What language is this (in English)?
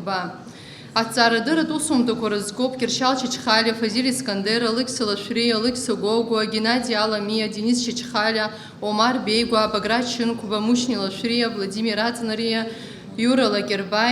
Abkhazian